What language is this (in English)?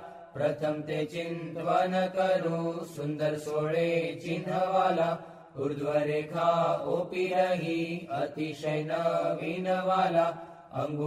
Gujarati